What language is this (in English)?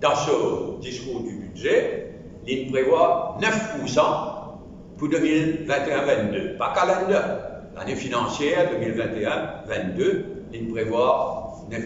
Morisyen